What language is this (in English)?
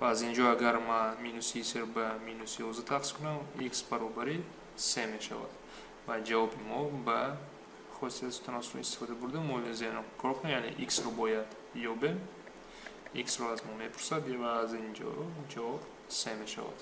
Tajik